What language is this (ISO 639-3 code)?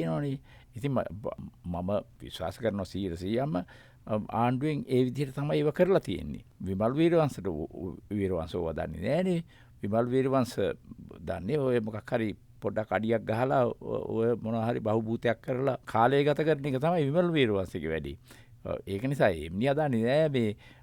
sin